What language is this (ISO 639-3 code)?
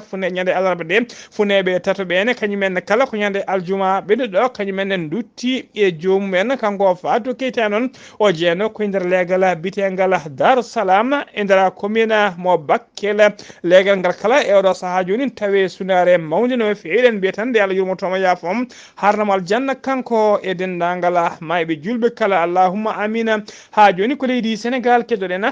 ful